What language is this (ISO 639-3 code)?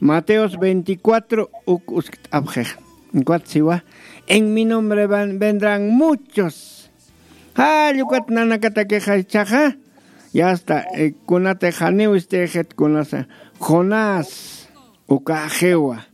aym